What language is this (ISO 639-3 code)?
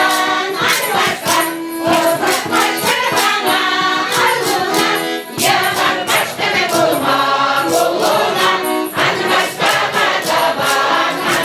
chv